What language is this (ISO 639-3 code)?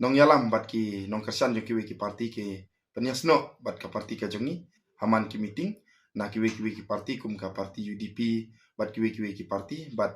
kha